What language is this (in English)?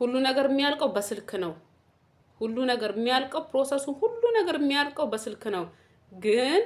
Amharic